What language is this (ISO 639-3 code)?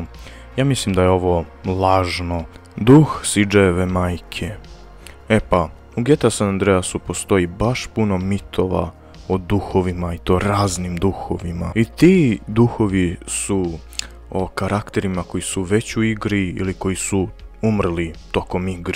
hrv